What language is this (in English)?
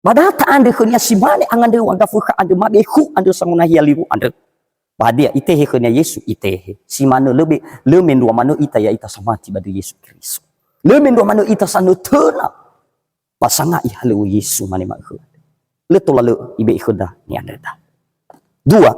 Nias